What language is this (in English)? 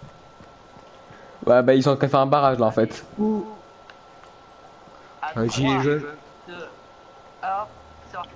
French